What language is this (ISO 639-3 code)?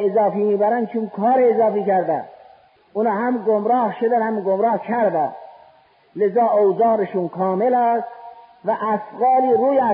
fas